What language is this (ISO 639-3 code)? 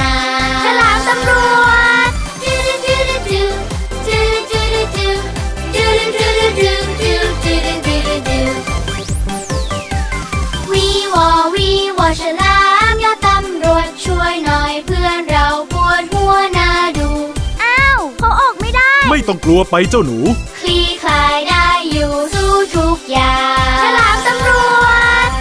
tha